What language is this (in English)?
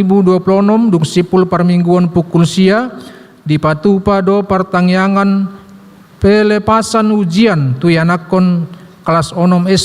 Batak Toba